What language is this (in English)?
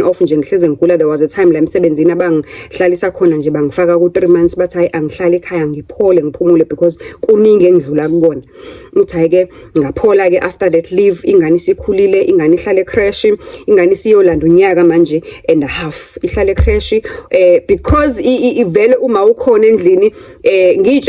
Zulu